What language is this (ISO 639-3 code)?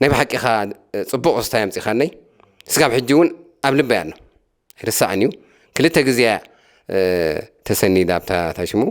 tir